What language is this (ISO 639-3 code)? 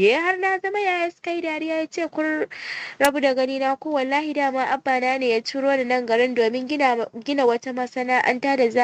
hau